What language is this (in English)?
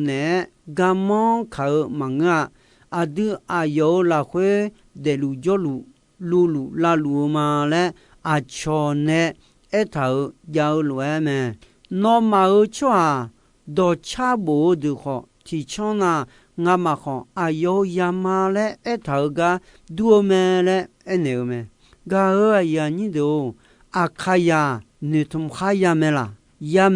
Akha